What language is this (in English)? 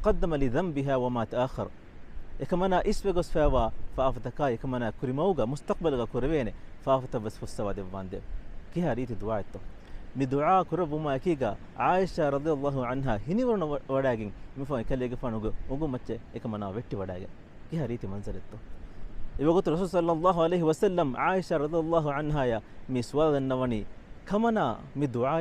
Divehi